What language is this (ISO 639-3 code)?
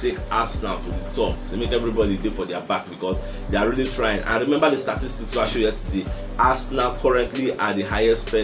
pcm